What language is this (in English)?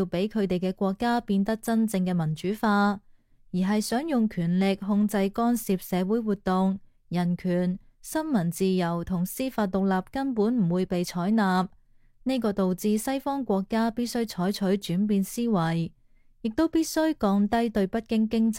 Cantonese